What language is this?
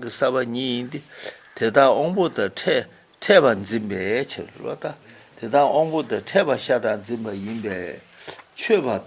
Tibetan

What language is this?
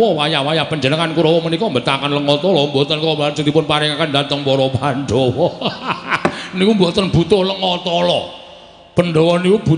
Javanese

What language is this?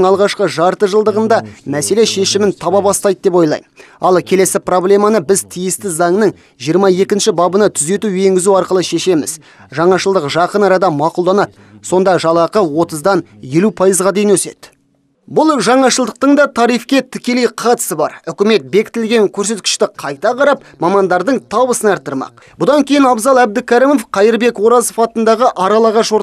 Kazakh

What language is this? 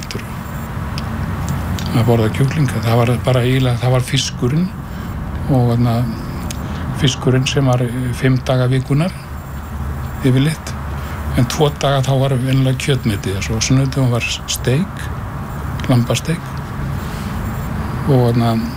Icelandic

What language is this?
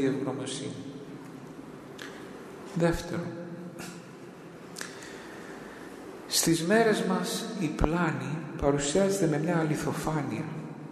Greek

